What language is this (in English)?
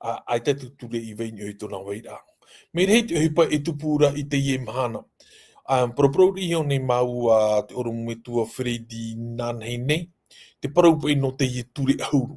Tahitian